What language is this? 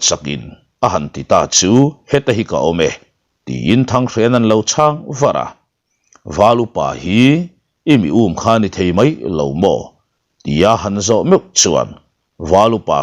Mizo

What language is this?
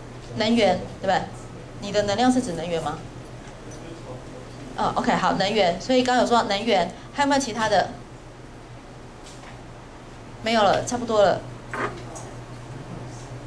Chinese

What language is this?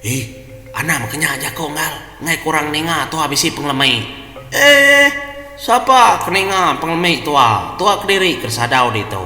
Iban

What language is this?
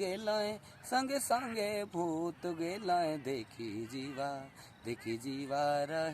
Sadri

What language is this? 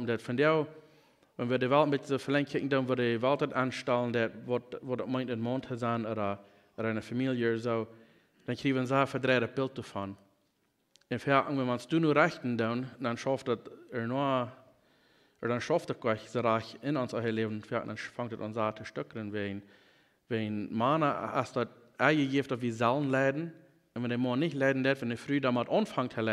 Plautdietsch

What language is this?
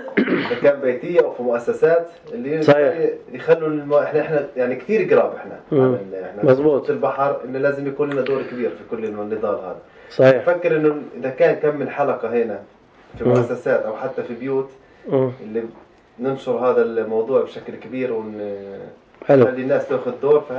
North Levantine Arabic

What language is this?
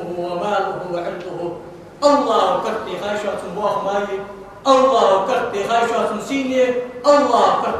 Ingush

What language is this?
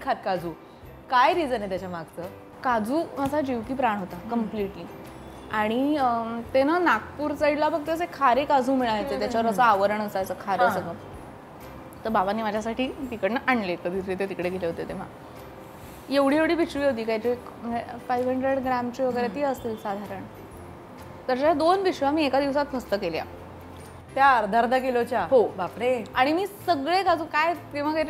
Marathi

